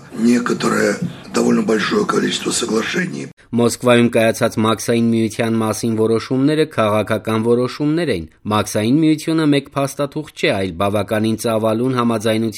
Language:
Armenian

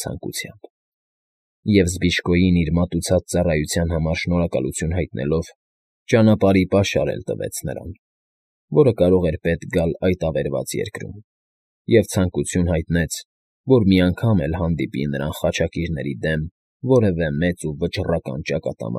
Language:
Armenian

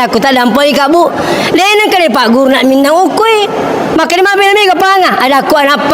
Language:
Buginese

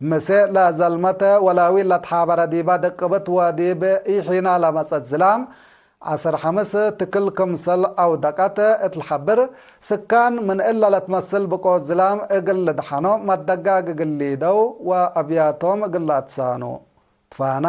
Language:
Tigre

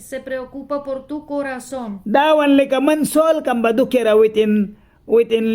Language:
Mískito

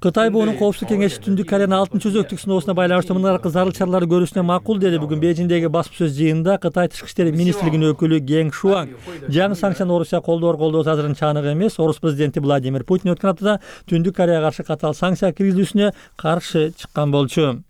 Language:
Kyrgyz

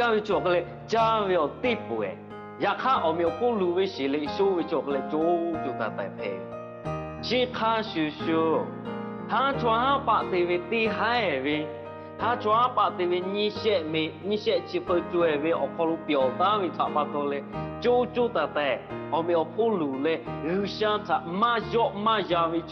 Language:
Lahu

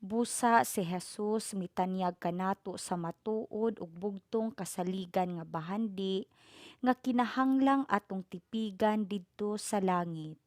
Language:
Cebuano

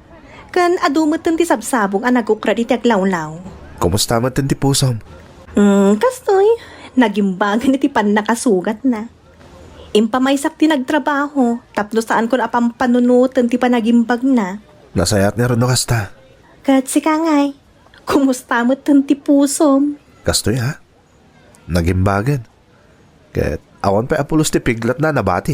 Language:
Iloko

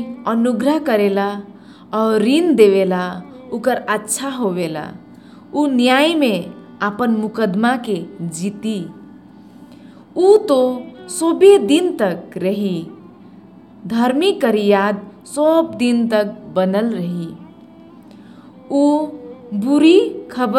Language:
Sadri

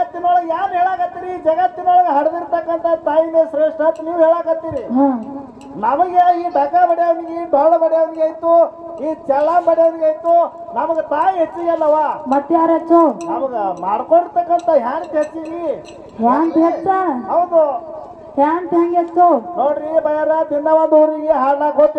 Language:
Kannada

